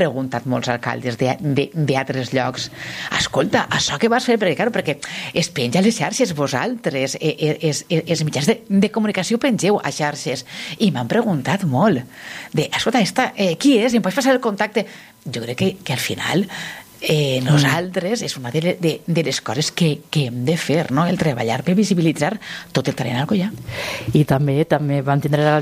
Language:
Catalan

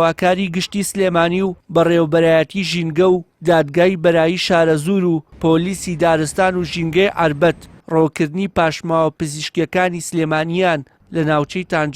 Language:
Central Kurdish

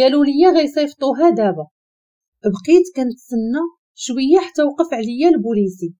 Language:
Moroccan Arabic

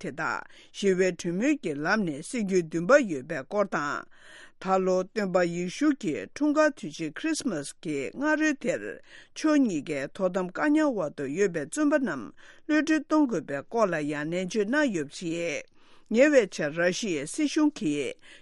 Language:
Tibetan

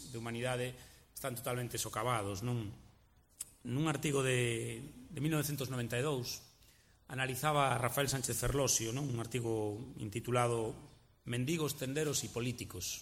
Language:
Galician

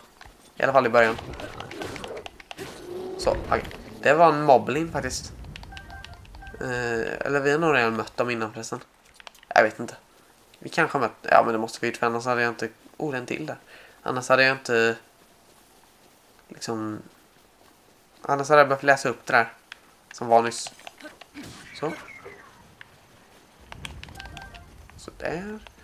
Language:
Swedish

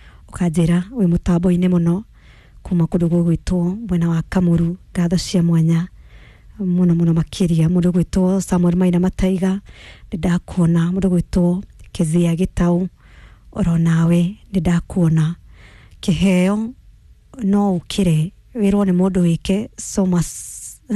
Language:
Kikuyu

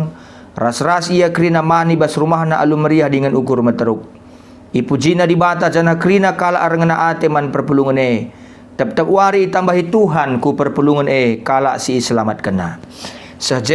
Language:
Batak Karo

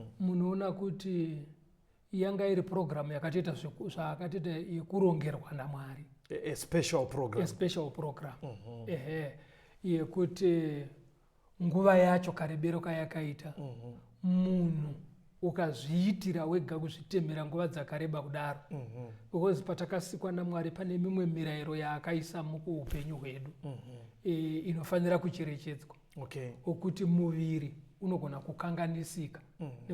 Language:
Shona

